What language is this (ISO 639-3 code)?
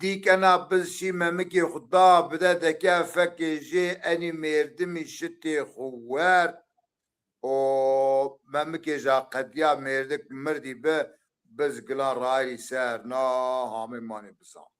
zza